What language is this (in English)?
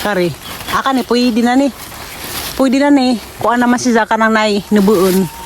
Cebuano